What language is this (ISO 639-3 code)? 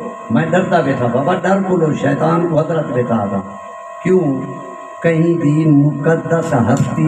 skr